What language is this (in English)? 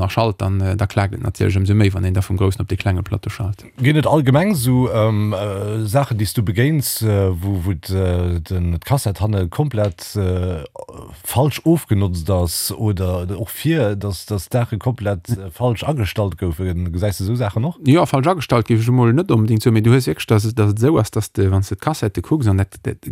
Luxembourgish